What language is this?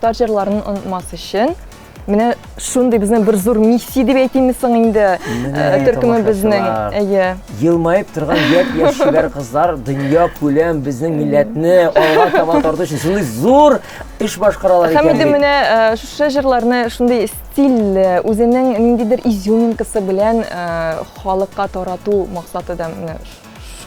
Tatar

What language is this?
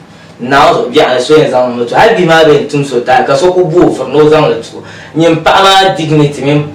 Dagbani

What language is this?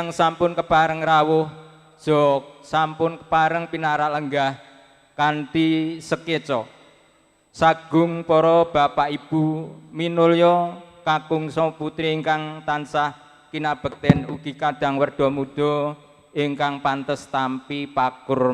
Javanese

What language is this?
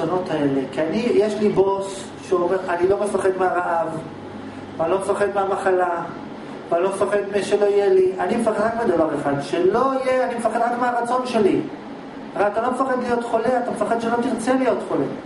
Hebrew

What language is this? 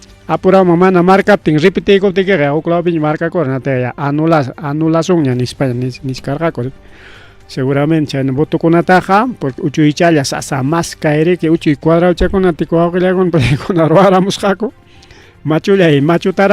Ayacucho Quechua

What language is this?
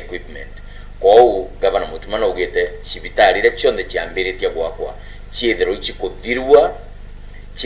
Meru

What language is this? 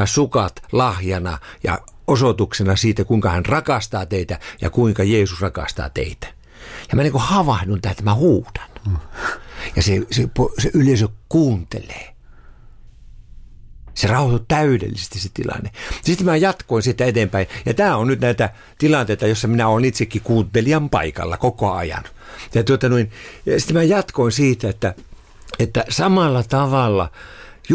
Finnish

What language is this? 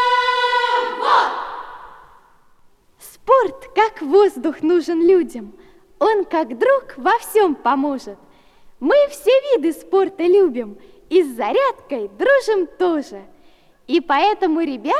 Russian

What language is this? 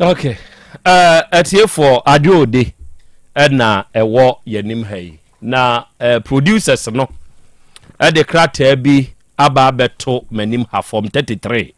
Akan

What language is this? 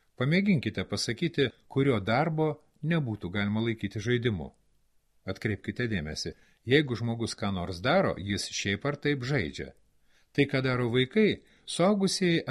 Lithuanian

